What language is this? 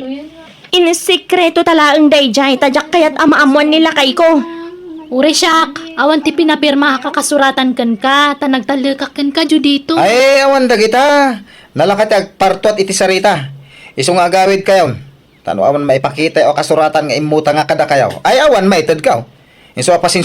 Iloko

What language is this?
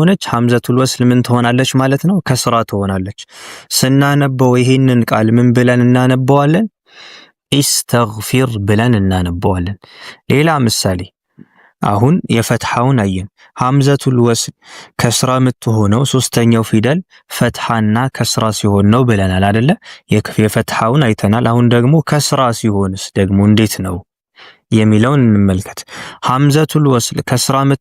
Amharic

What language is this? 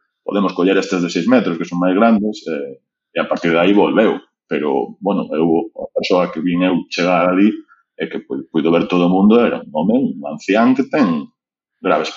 Galician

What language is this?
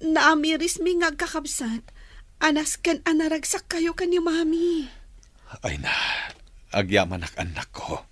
Iloko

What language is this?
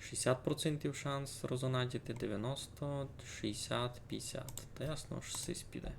Rusyn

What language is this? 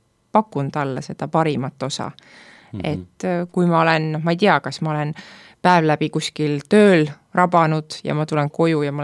Estonian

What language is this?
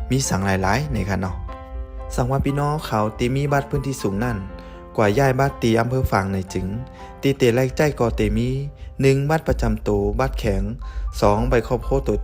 Shan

